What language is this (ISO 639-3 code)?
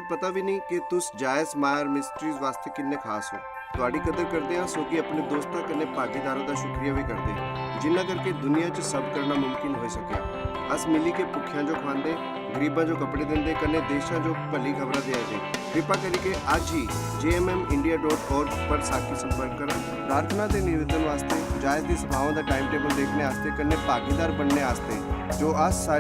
doi